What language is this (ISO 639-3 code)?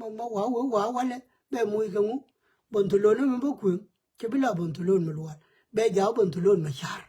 nus